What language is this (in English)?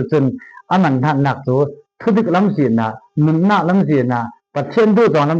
Falam Chin